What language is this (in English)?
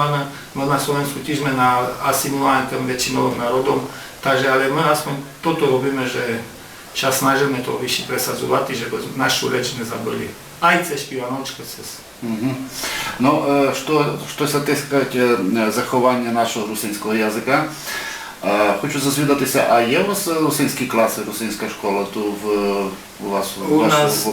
Rusyn